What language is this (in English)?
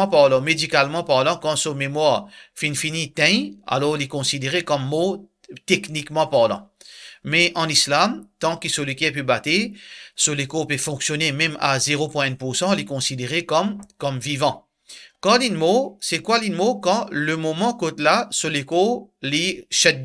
Morisyen